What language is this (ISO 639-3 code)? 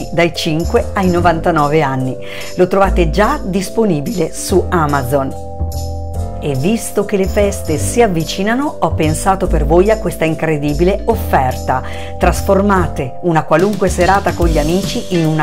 ita